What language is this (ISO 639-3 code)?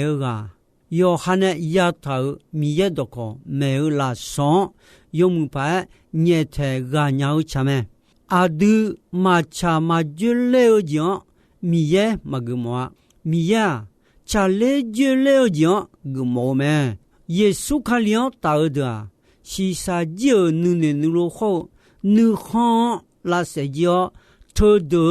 ahk